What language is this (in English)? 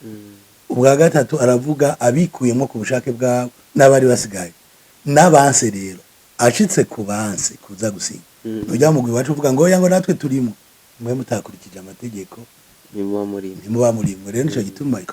Rundi